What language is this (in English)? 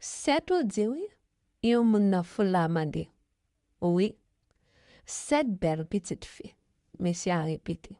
Haitian Creole